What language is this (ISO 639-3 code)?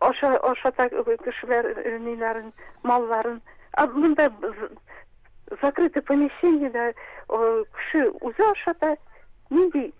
tat